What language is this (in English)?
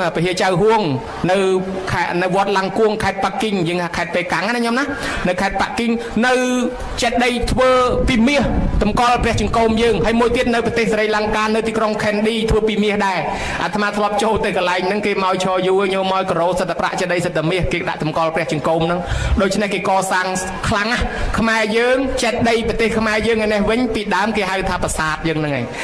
Khmer